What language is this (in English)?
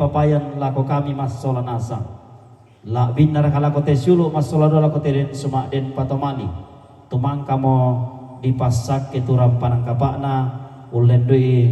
Toraja-Sa'dan